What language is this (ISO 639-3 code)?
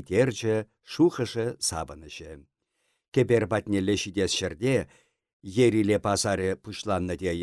chv